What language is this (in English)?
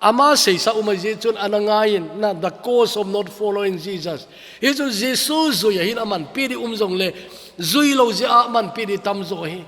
Thado Chin